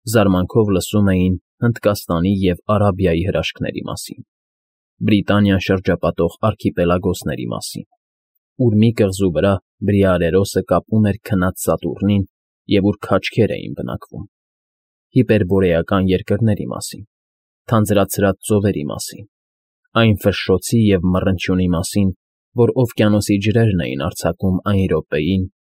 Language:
Armenian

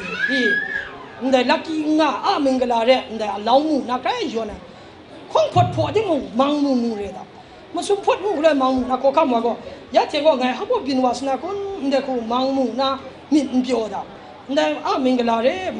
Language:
Kachin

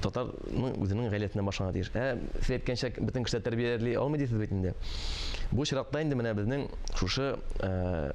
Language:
Tatar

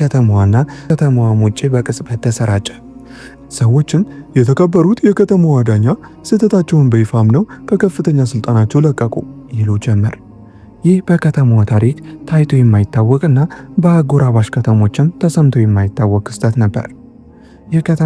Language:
Amharic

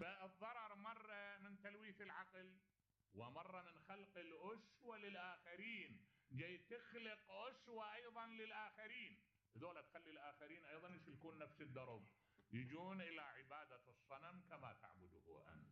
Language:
Mesopotamian Arabic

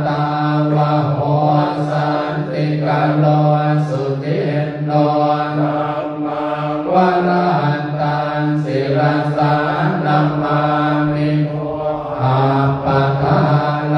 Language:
Pali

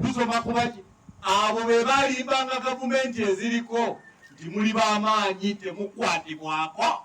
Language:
Ganda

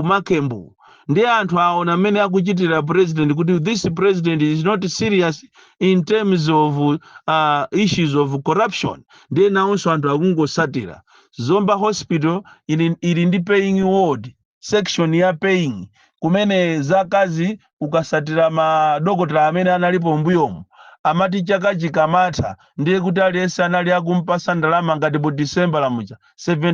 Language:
Nyanja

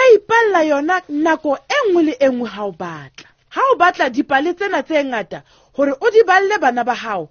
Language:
Southern Sotho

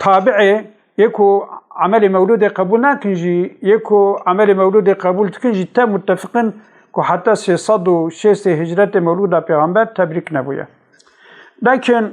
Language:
Kurdish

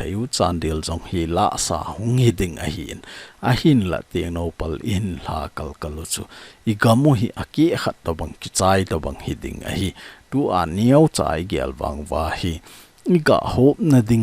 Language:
Thado Chin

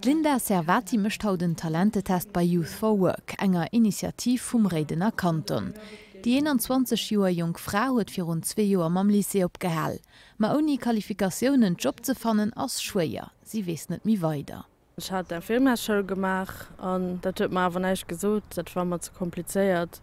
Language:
Luxembourgish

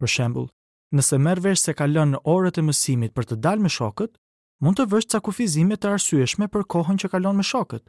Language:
Albanian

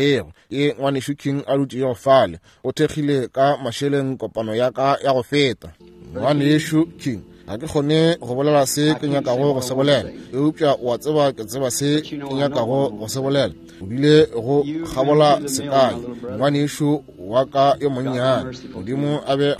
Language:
Northern Sotho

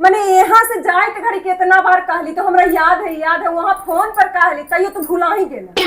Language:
Magahi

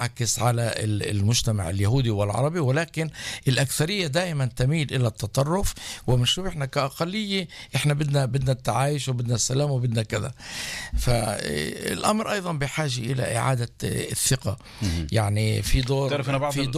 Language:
North Levantine Arabic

